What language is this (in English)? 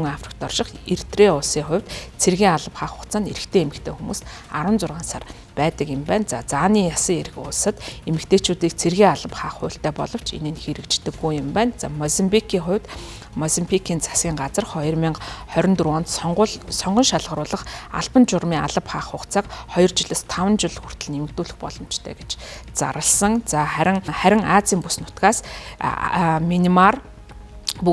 Mongolian